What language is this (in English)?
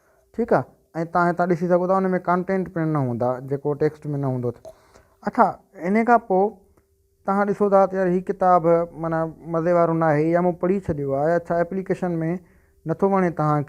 Sindhi